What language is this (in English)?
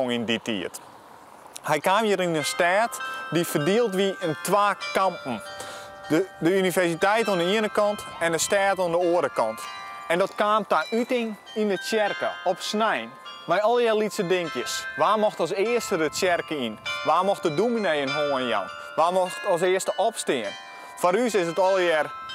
Western Frisian